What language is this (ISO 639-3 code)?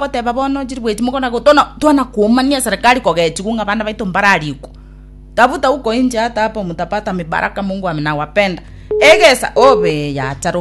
guz